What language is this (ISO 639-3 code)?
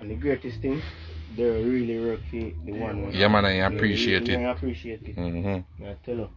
jam